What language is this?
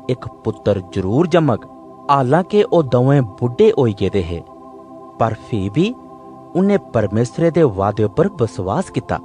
Dogri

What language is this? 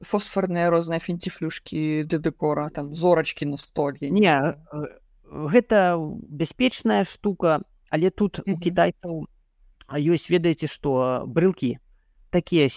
Belarusian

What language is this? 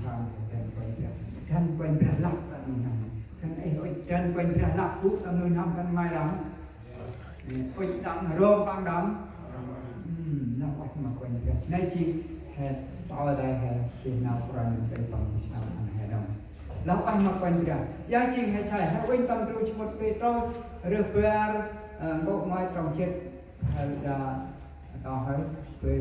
Central Mnong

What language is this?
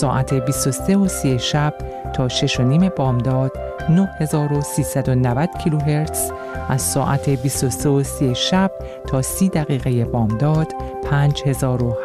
Persian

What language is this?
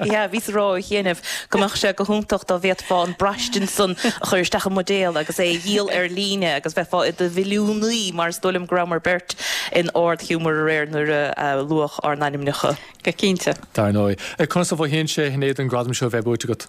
Irish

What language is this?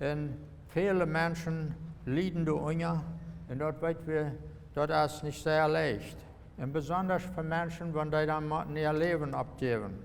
Plautdietsch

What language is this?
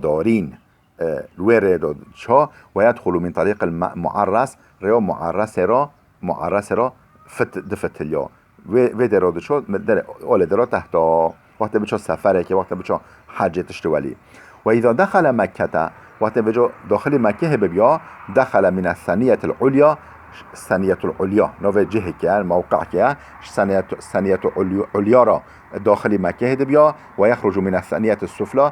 Kurdish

